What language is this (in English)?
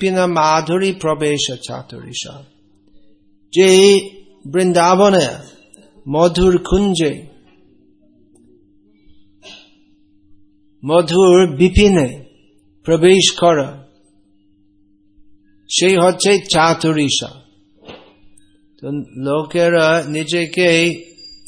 Bangla